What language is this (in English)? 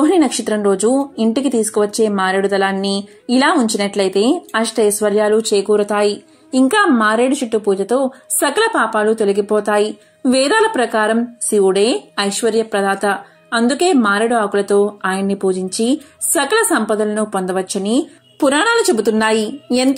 Telugu